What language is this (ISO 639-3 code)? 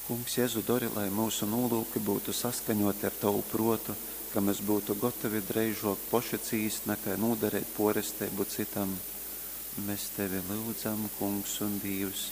ltg